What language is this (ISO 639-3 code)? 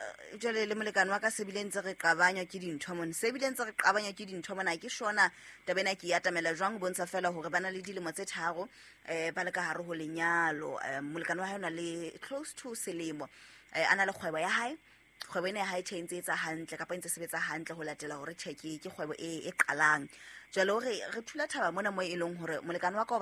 sot